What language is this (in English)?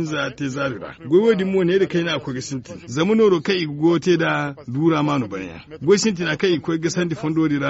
Zarma